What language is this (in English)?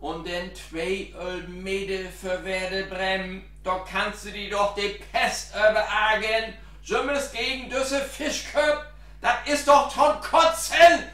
Low German